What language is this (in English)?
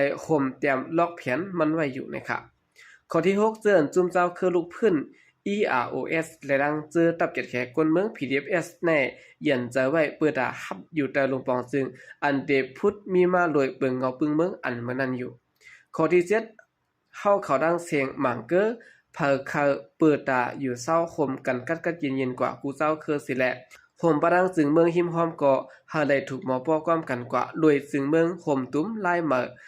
Shan